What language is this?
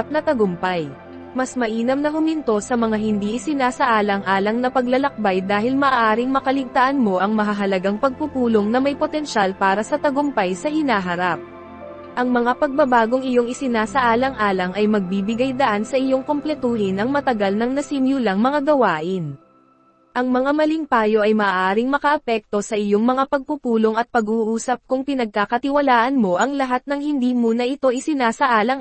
Filipino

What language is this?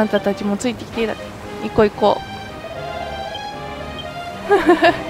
Japanese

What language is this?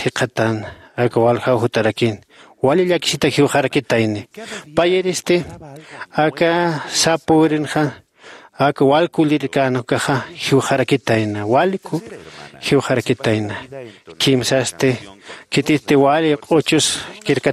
Aymara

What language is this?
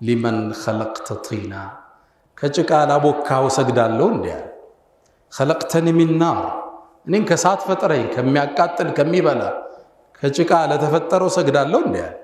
Amharic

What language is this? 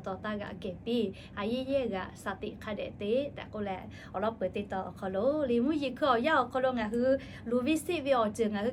Lahu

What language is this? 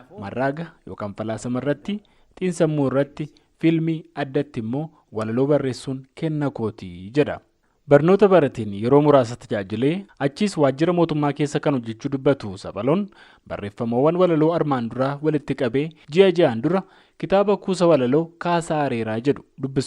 Oromo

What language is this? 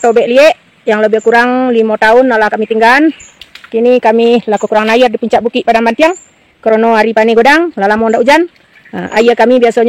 Minangkabau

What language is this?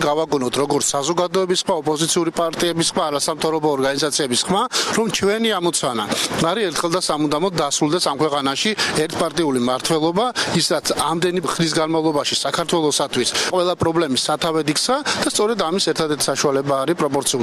Georgian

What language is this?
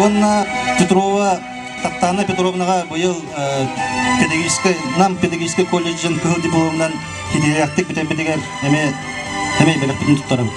Yakut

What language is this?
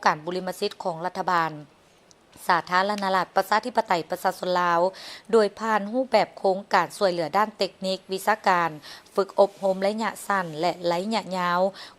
Lao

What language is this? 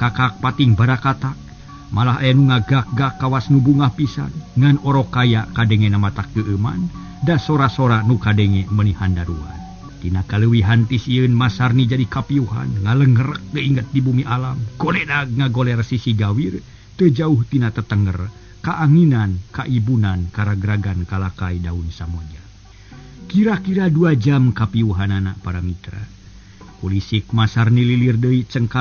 Sundanese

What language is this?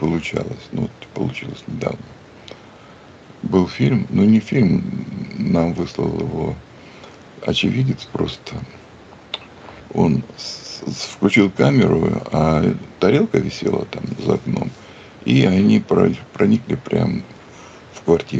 Russian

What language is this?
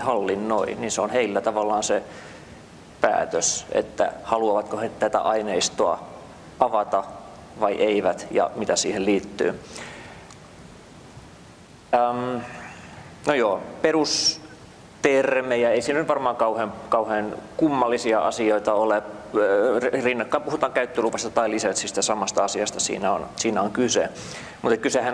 Finnish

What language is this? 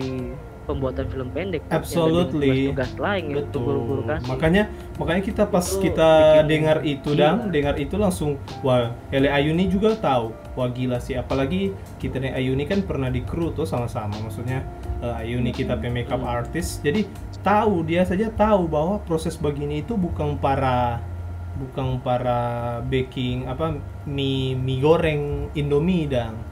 Manado Malay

